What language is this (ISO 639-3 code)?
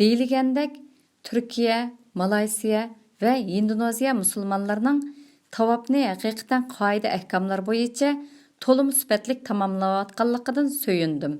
uig